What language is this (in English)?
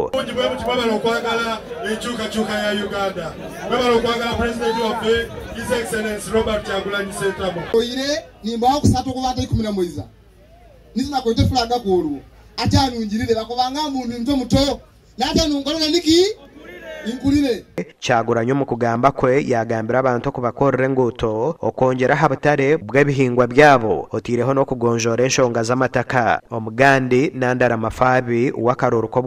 Nyankole